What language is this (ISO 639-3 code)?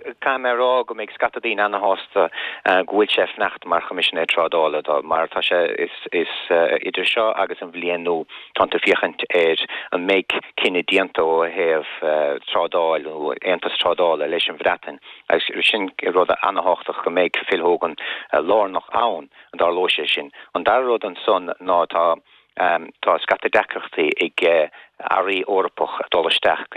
gle